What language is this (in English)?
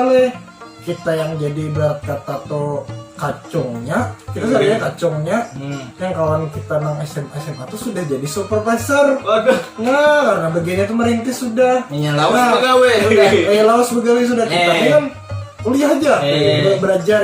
Banjar